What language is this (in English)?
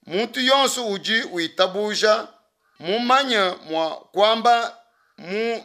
Luba-Lulua